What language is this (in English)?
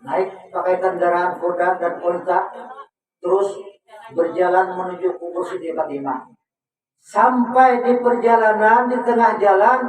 Banjar